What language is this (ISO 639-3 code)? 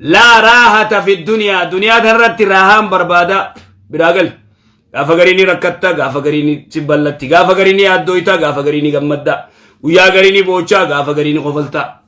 orm